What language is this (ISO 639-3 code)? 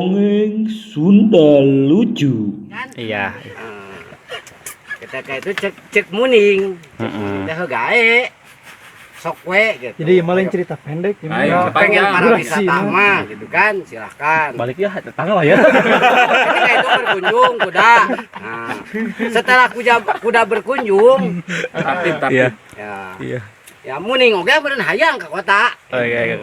sun